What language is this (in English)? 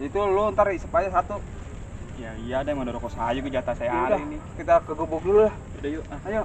Betawi